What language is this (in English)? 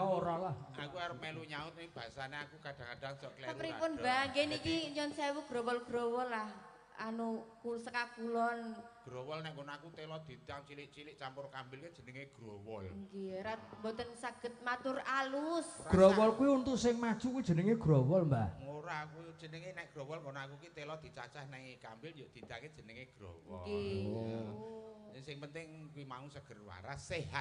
Javanese